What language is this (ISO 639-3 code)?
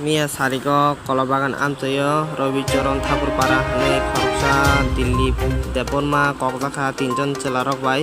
trp